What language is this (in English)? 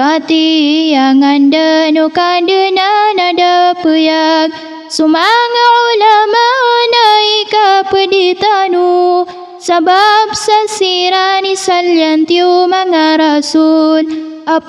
Maranao